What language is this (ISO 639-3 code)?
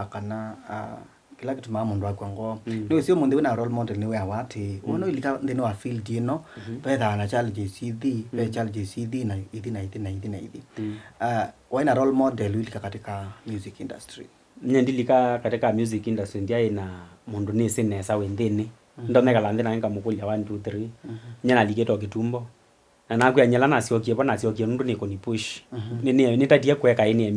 kam